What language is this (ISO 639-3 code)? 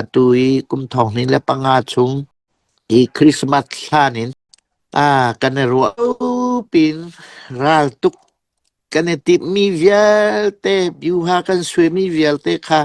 cfm